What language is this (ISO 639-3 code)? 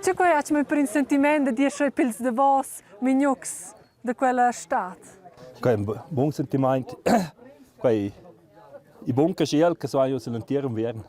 roh